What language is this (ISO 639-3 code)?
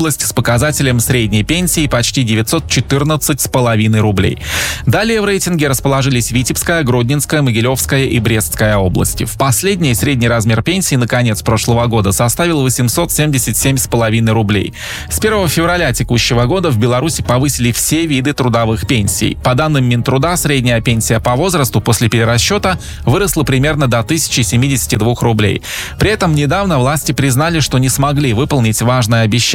rus